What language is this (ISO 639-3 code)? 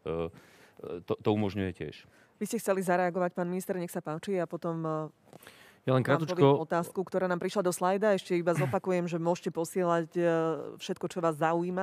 slk